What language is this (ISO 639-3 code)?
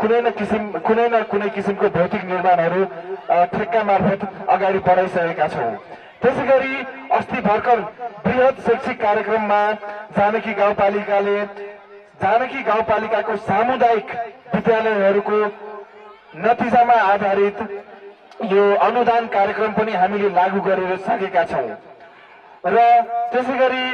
nep